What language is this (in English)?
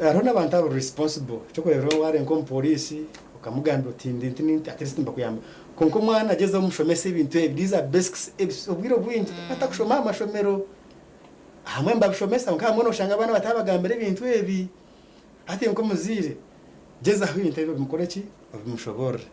Nyankole